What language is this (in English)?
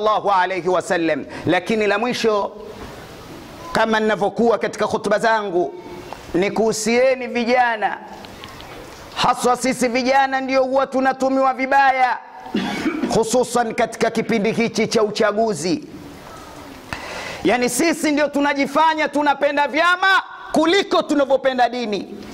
Swahili